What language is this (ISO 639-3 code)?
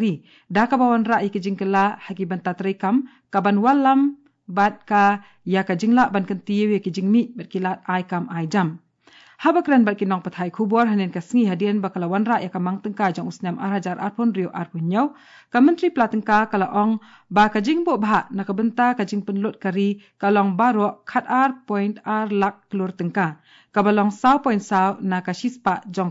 kha